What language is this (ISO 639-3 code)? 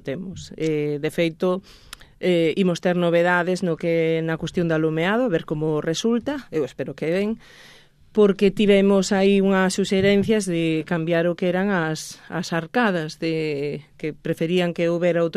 glg